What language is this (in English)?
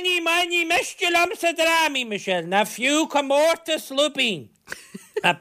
Irish